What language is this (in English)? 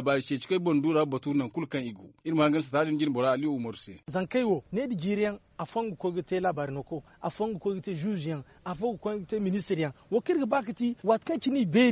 Zarma